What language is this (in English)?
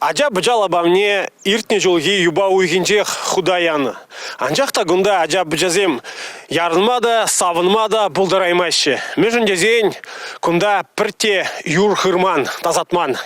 Chuvash